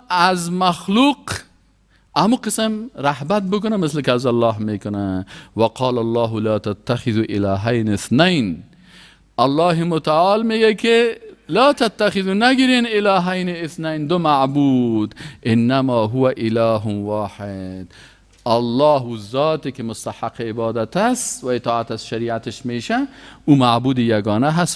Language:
Persian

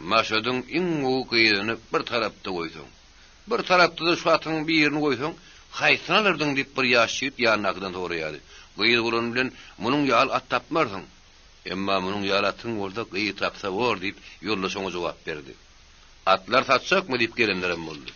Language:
Turkmen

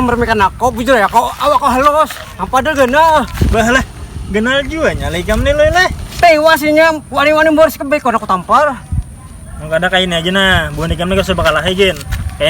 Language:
Banjar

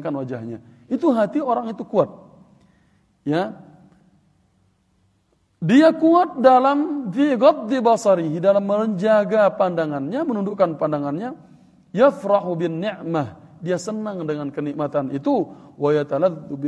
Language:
Indonesian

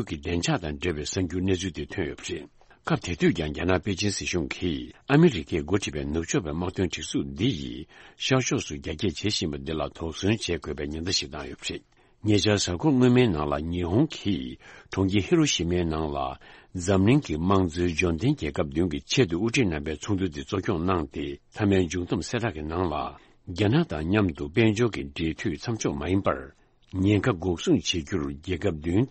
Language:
Tibetan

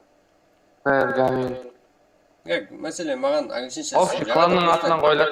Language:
Kara-Kalpak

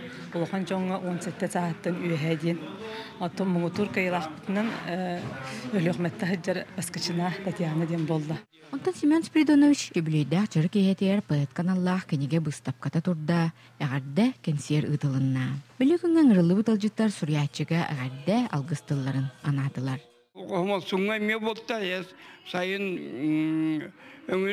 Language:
Yakut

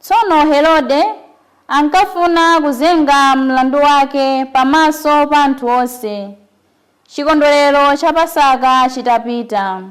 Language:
Nyanja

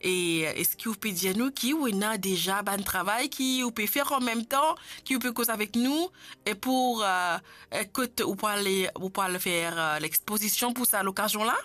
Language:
Morisyen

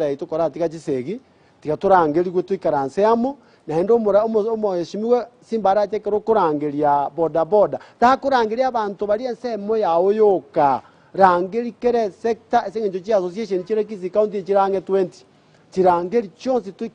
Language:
Gusii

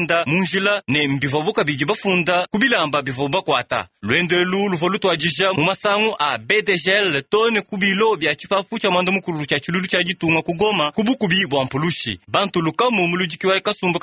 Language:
Luba-Lulua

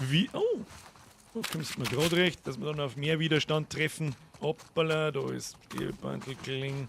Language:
Bavarian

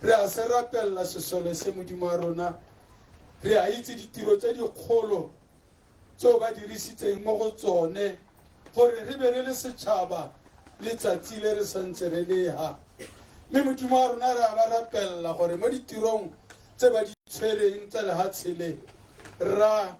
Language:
Tswana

